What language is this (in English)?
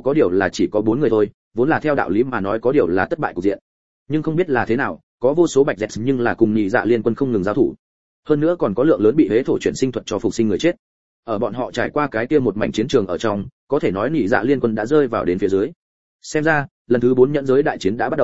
Vietnamese